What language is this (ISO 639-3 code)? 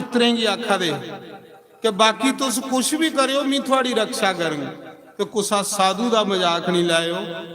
doi